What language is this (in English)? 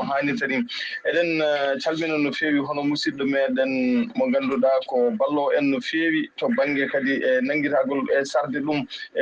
Fula